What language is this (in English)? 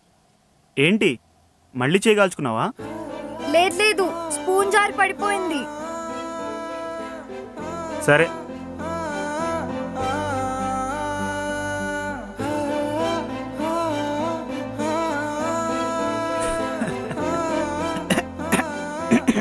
Telugu